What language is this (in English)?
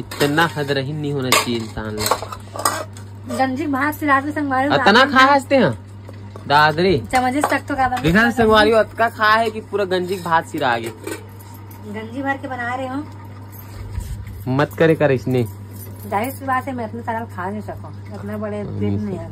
Chhattisgarhi